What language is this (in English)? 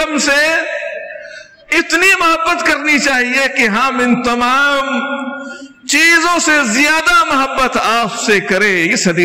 Urdu